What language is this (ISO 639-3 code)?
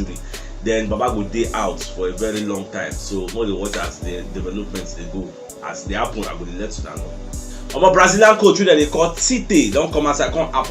pcm